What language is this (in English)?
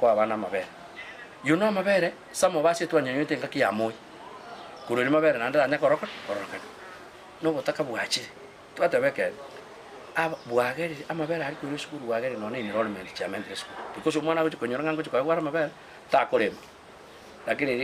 Gusii